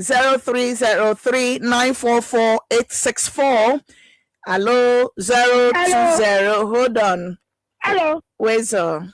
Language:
Ewe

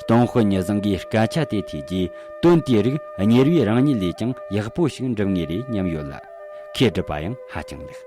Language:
Tibetan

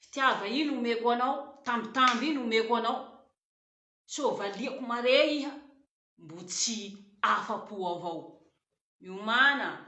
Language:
Malagasy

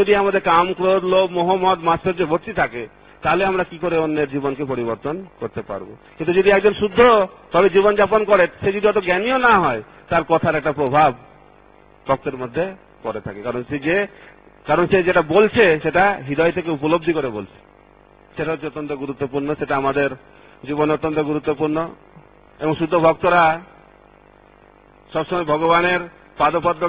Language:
Bangla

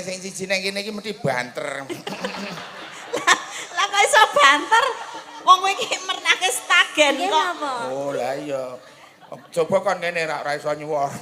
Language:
Javanese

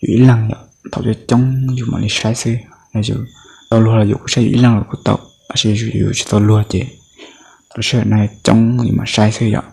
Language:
Hmong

